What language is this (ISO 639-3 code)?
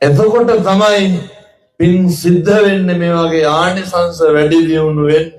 sin